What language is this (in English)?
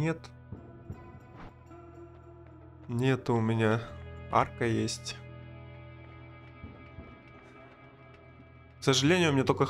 Russian